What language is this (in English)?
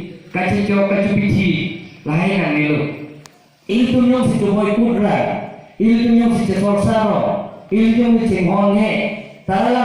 Karbi